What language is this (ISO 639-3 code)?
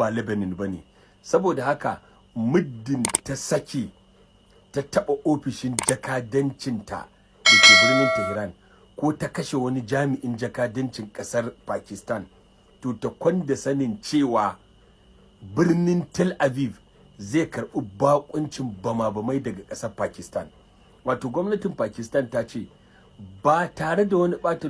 hau